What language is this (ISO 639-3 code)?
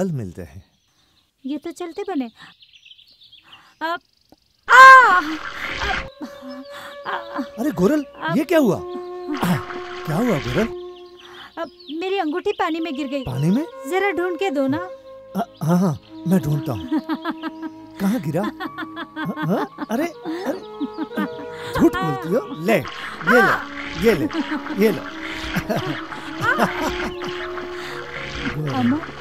hin